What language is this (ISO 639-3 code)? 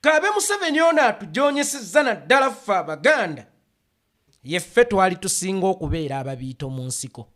lug